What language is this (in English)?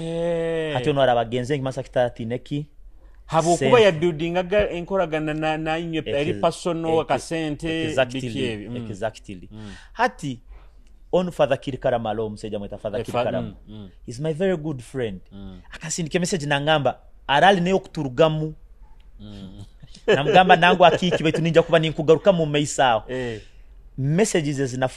Nyoro